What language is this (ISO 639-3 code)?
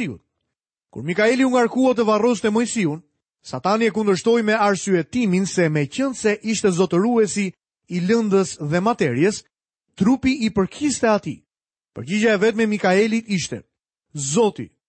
sqi